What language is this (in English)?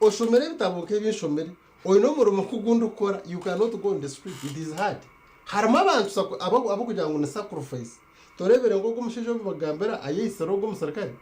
Nyankole